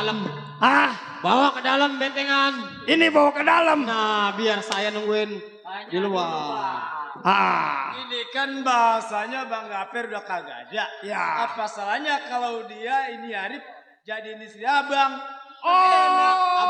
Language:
Betawi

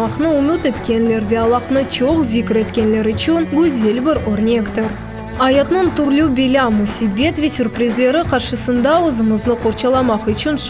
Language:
Crimean Tatar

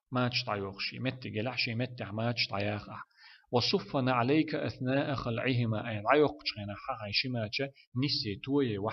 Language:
Chechen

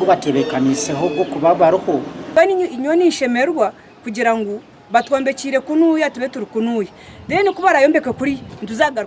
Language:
Nyankole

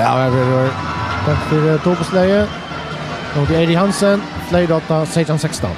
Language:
Faroese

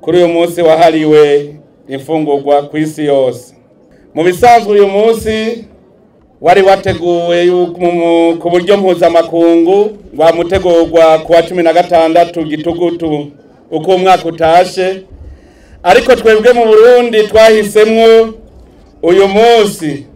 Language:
Rundi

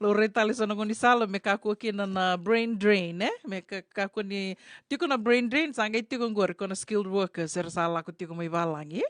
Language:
Fijian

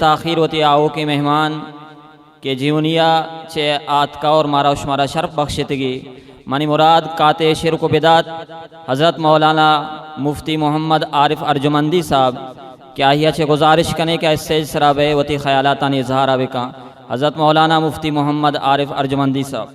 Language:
Baluchi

